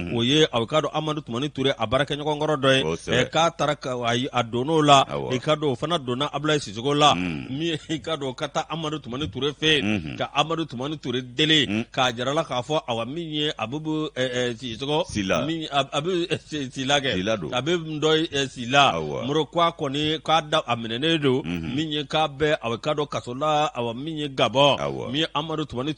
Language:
Bambara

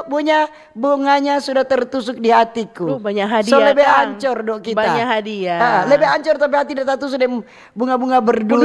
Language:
Manado Malay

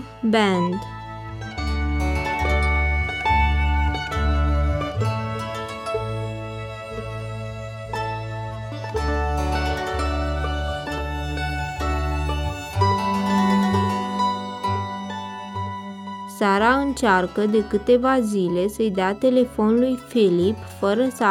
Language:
Romanian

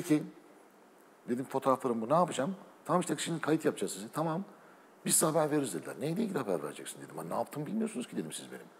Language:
Turkish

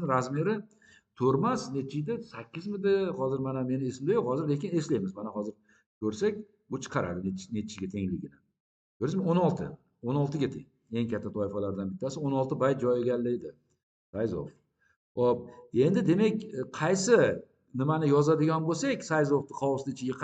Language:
Uzbek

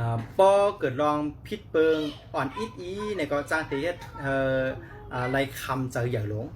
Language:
Shan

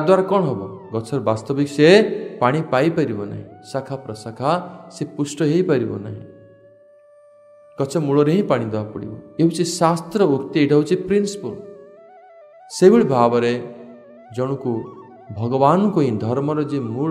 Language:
Odia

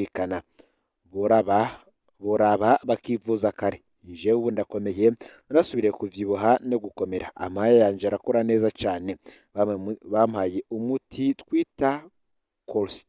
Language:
Rundi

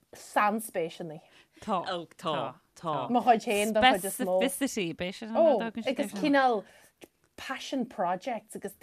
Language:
Irish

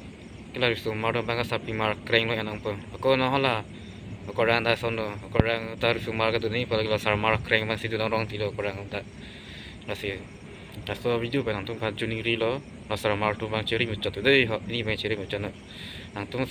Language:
Karbi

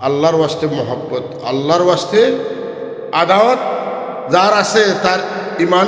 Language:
Sylheti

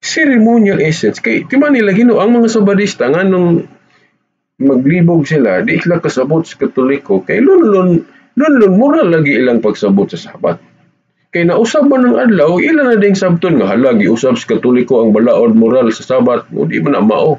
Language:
Cebuano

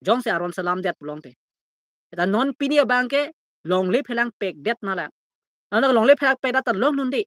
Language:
Karbi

